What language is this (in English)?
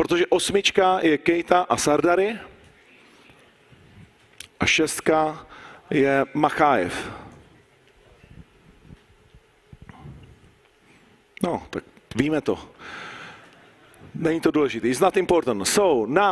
Czech